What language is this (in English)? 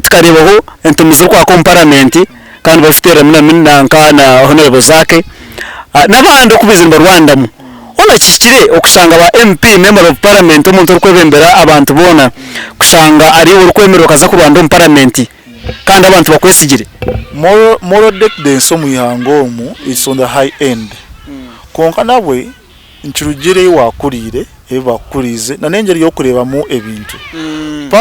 Nyankole